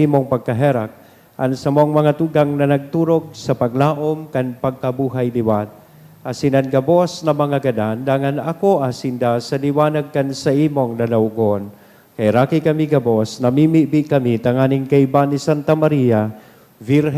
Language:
Bikol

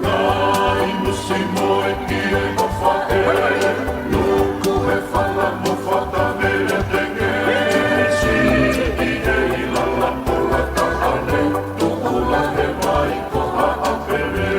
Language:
Tongan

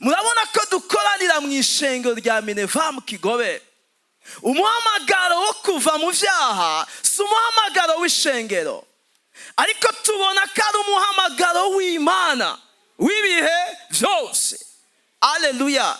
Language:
Rundi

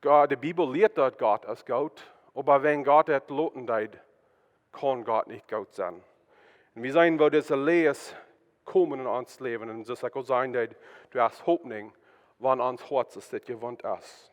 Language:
Plautdietsch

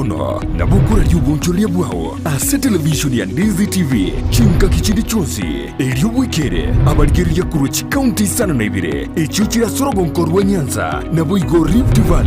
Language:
Gusii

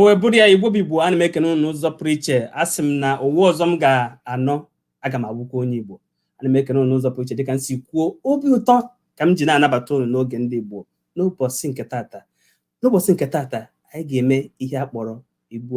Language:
Igbo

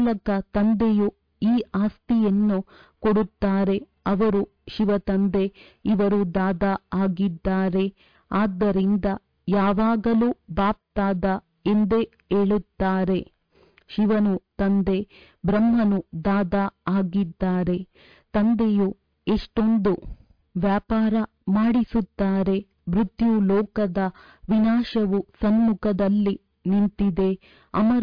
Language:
Kannada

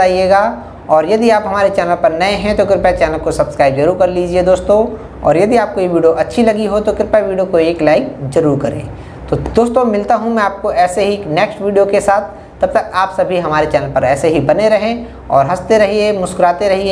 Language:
Hindi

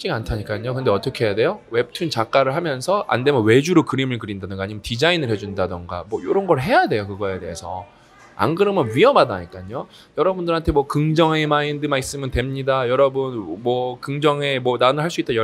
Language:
Korean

